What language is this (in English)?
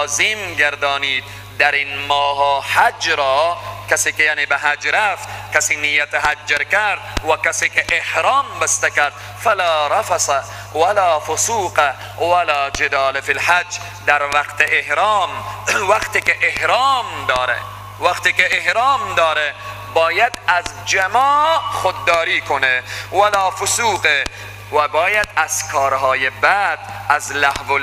Persian